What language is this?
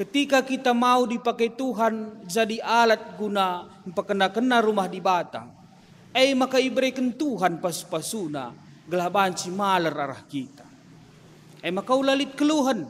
Batak Karo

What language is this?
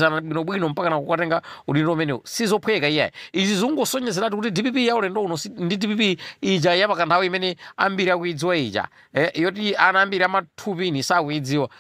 Nyanja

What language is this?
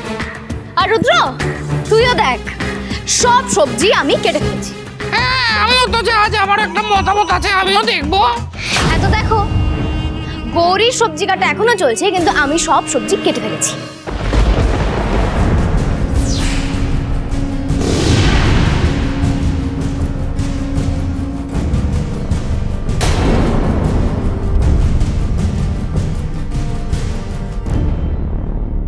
Bangla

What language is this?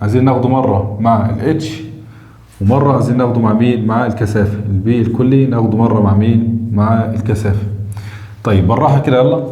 Egyptian Arabic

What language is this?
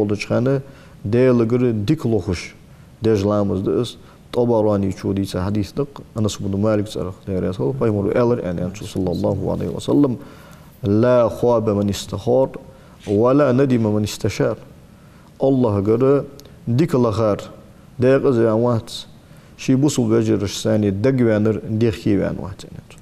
Ingush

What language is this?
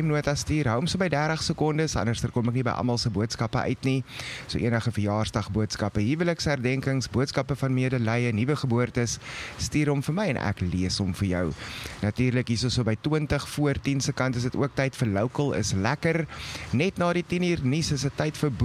Afrikaans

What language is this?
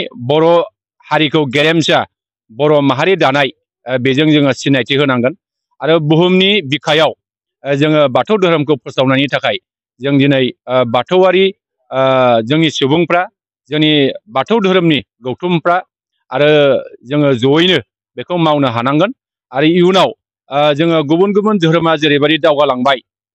Bodo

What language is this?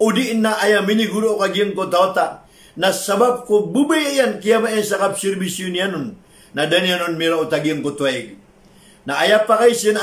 Maranao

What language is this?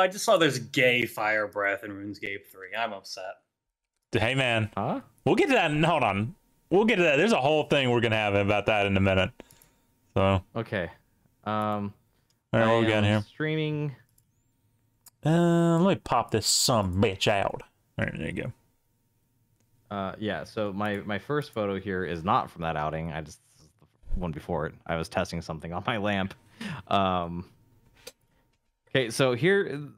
English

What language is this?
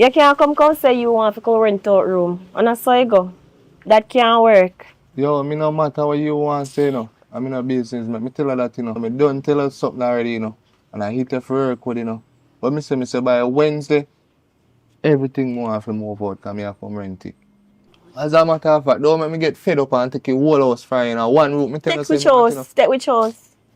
Jamaican Creole English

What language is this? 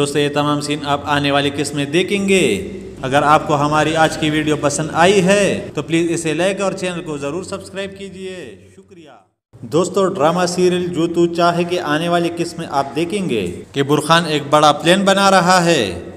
Urdu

